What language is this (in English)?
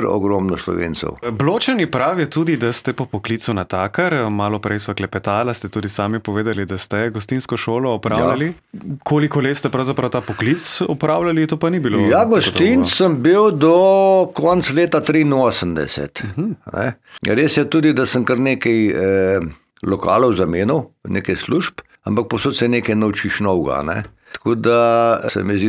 Slovenian